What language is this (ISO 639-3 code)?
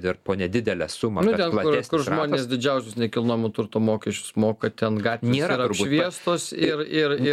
lit